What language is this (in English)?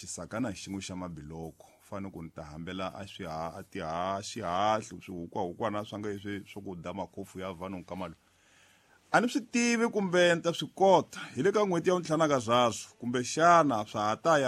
Tsonga